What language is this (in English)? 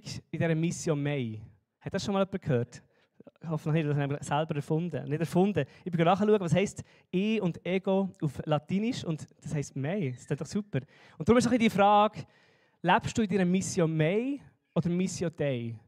Swiss German